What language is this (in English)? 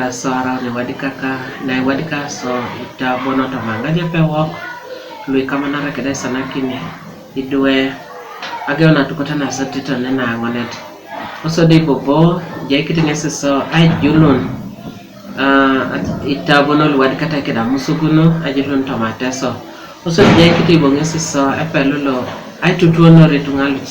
Teso